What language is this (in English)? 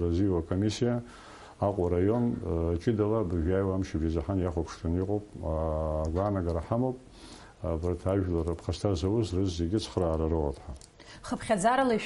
Abkhazian